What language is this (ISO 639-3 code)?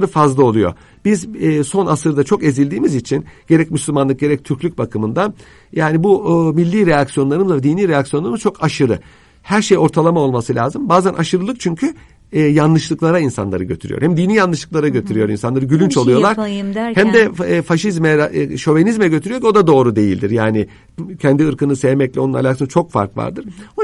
tur